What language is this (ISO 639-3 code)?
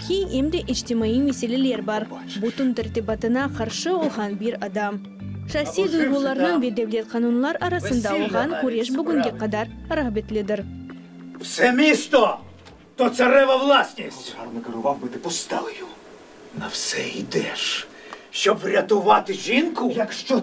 crh